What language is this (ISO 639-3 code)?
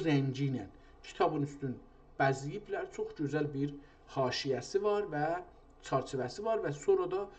azb